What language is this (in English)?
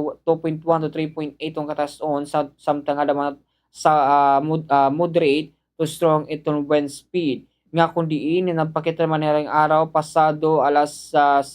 Waray